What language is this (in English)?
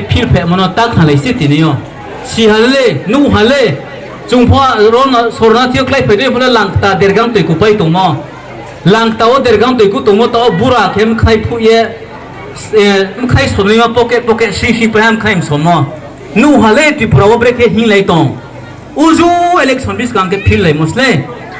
Riang (India)